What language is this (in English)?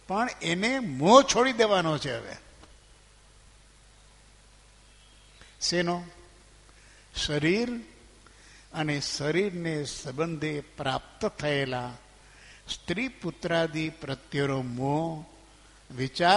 Gujarati